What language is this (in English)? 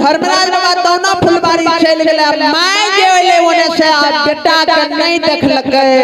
Maithili